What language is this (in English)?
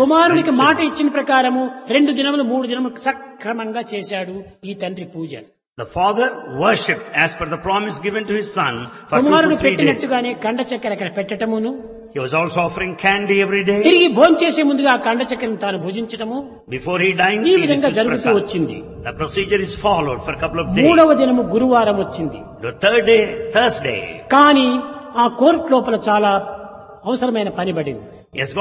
Telugu